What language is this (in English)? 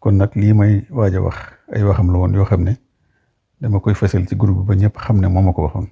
Wolof